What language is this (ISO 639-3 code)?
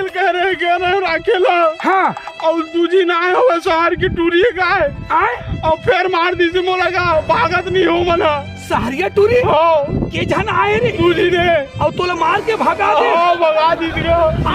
hne